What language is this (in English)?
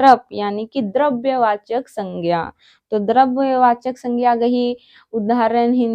Kurukh